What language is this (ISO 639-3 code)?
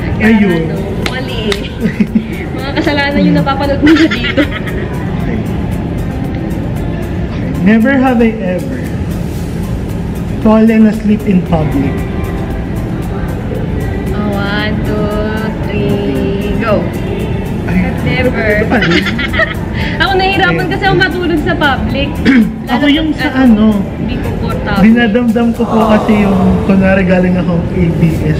fil